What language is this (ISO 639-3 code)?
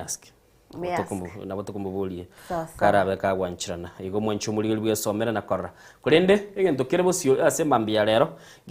guz